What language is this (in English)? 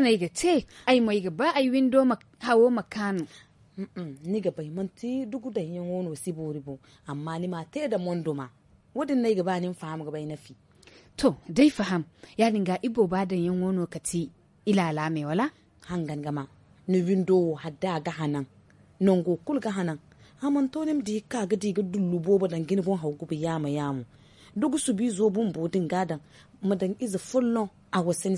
Zarma